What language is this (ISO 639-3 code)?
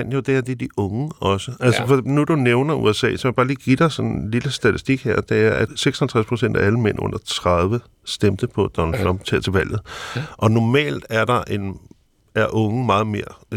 dan